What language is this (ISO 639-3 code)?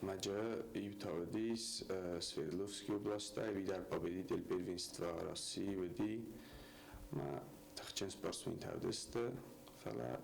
oss